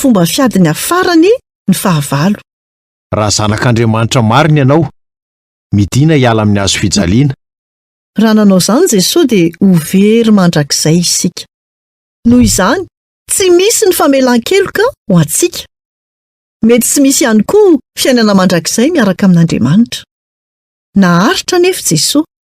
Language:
Malagasy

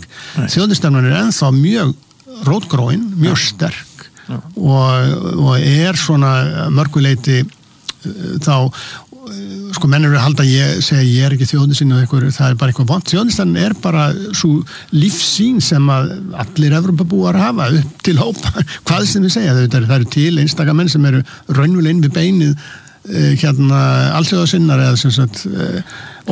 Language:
Icelandic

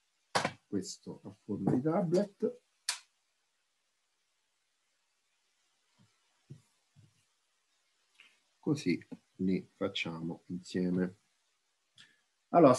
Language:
Italian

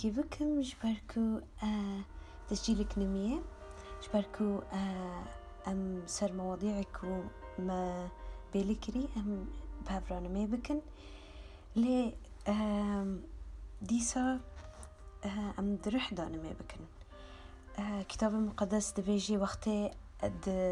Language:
Kurdish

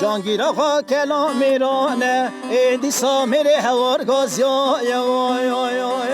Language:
Kurdish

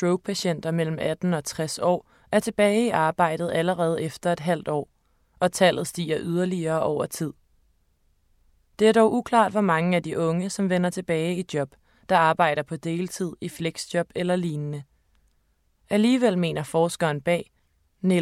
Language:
Danish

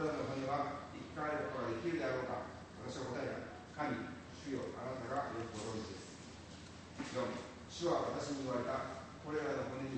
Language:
Japanese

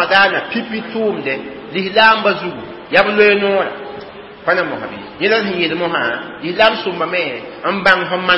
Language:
Mossi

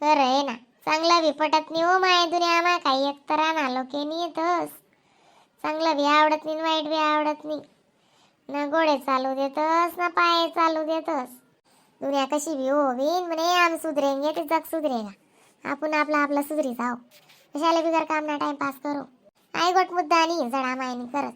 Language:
Khandesi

